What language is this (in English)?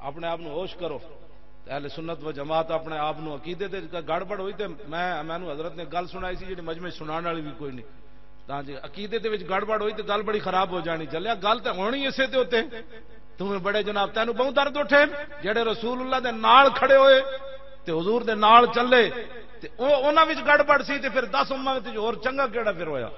Western Panjabi